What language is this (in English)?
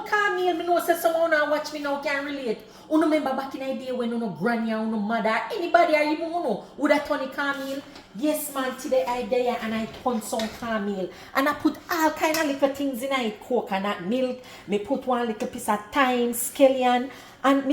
Jamaican Creole English